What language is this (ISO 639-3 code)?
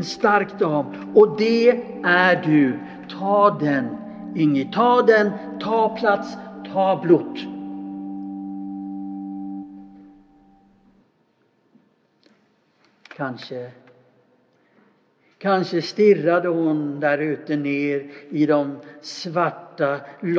swe